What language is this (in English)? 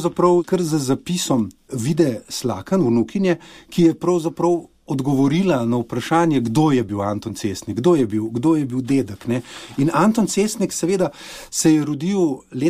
Slovenian